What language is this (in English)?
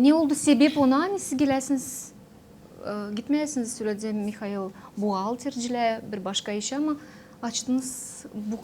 Gagauz